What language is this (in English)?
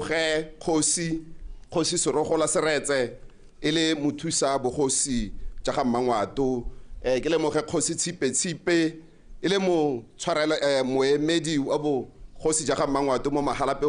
Tswana